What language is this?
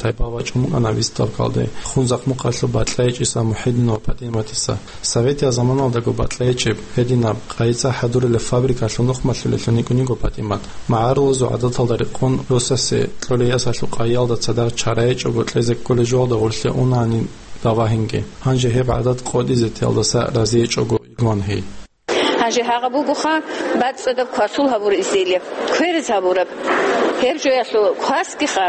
Avaric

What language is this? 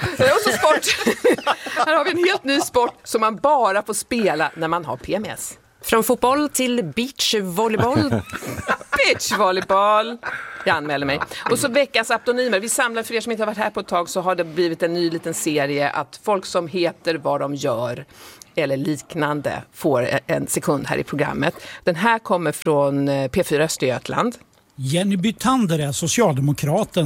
Swedish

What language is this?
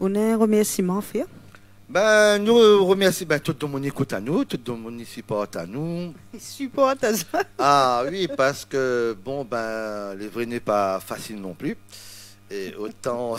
Réunion Creole French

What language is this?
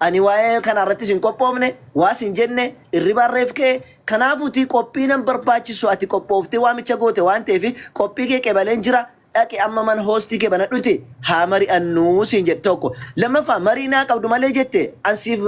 Oromo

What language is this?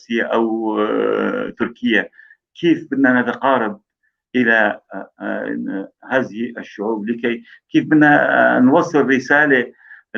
North Levantine Arabic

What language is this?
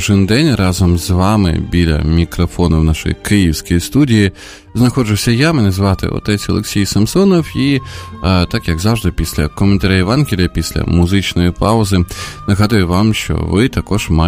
Ukrainian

